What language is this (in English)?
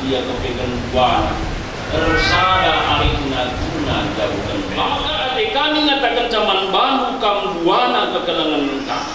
Batak Karo